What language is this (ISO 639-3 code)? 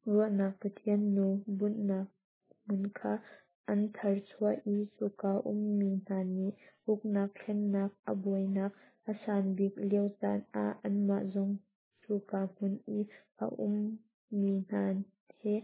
cnh